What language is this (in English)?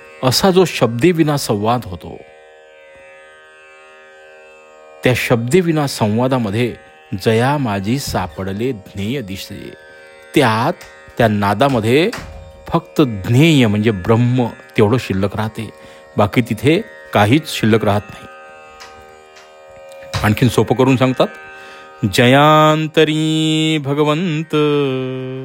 Marathi